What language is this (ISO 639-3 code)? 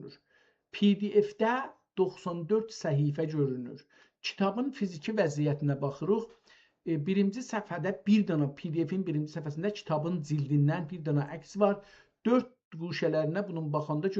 azb